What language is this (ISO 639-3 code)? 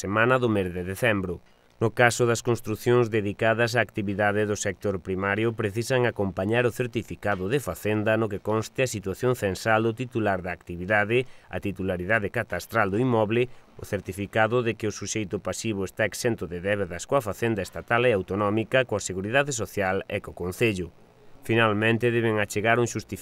glg